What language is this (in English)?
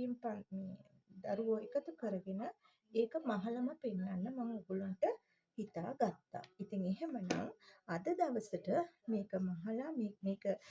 Sinhala